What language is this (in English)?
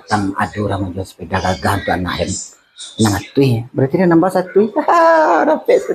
Minangkabau